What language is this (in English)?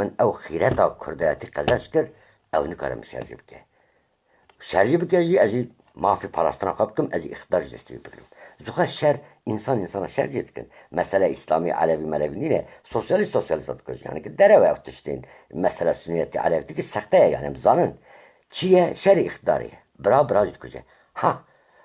Kurdish